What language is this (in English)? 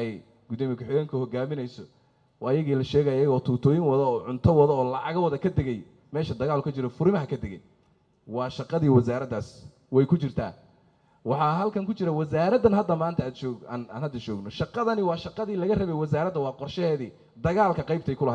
Somali